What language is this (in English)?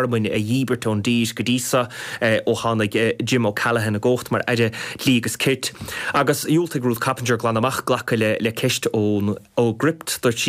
Irish